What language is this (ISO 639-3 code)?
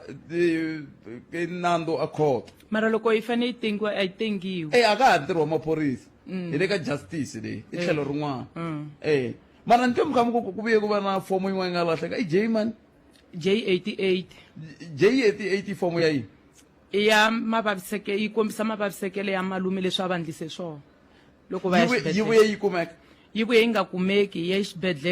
tso